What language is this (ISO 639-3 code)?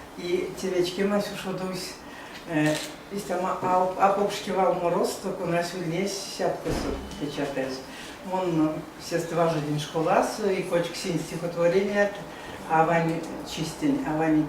myv